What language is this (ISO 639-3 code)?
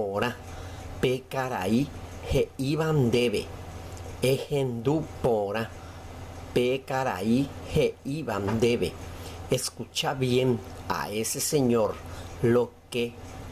grn